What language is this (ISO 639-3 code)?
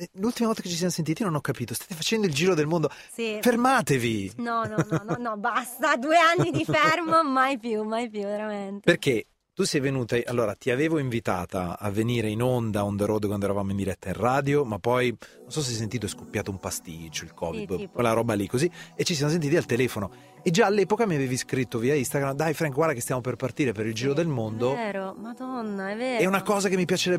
ita